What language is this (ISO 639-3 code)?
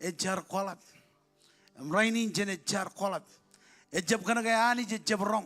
mah